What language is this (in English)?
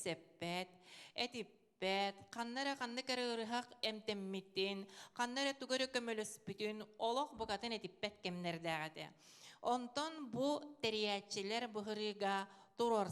Yakut